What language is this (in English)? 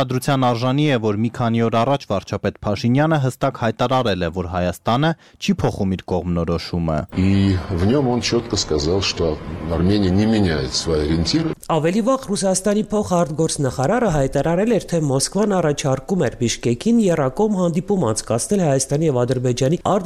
Armenian